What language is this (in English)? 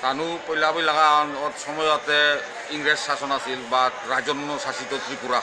Bishnupriya